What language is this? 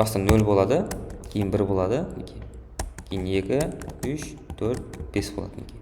Kara-Kalpak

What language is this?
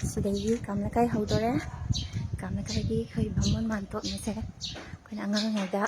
Manipuri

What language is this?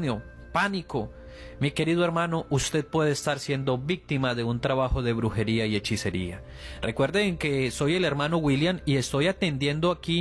Spanish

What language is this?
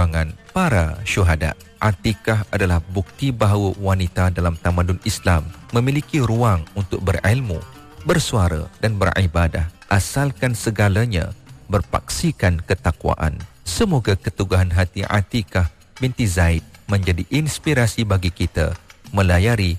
Malay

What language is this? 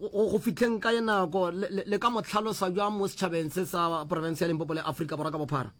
Northern Sotho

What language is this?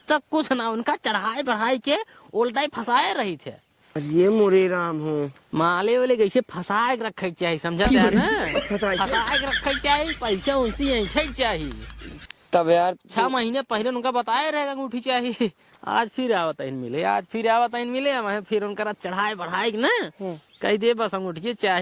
Awadhi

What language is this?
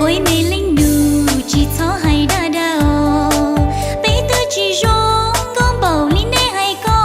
Hmong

